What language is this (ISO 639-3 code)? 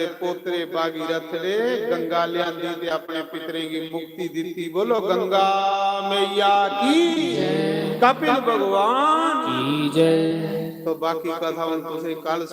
doi